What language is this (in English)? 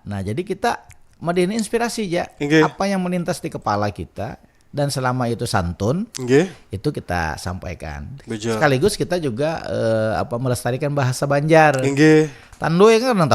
Banjar